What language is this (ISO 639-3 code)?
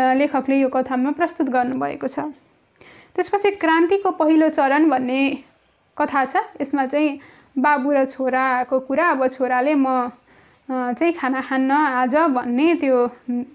nep